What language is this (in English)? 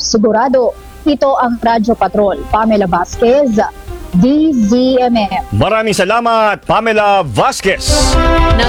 Filipino